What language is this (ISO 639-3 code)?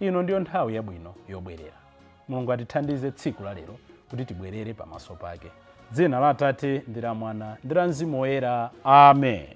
nya